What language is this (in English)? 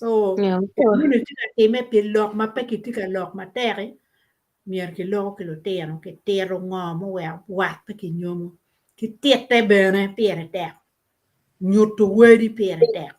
Acoli